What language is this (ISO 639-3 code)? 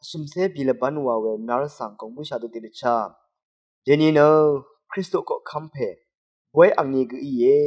raw